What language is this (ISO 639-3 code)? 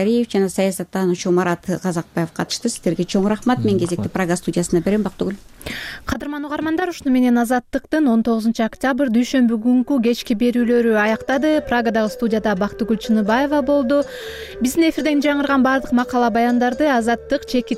kir